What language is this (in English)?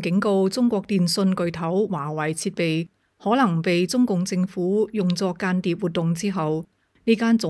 Cantonese